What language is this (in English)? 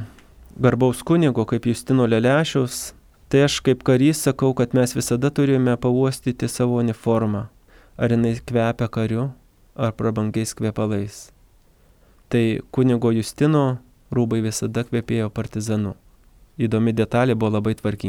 Lithuanian